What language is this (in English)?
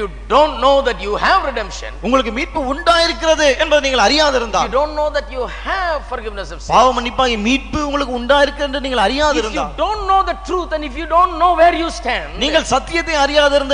Tamil